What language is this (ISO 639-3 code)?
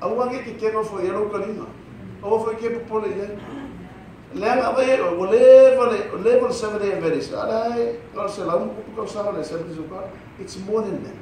smo